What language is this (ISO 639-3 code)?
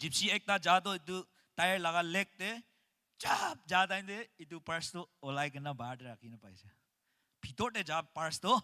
nag